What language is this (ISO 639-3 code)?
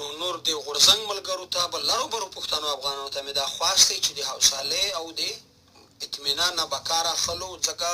pus